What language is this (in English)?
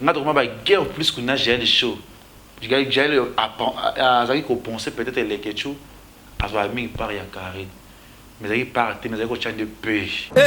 Lingala